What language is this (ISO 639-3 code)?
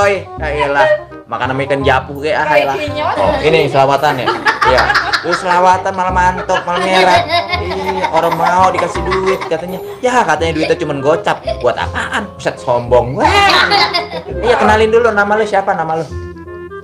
bew